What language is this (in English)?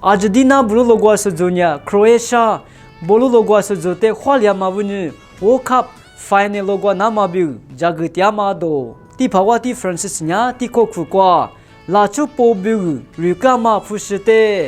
Lisu